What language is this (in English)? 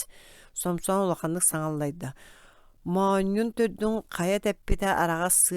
Yakut